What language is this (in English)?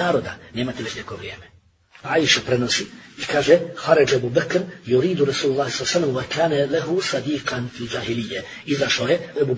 Bosnian